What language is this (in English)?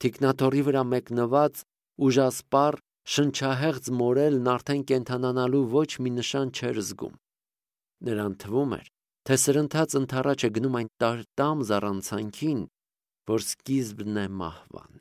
Armenian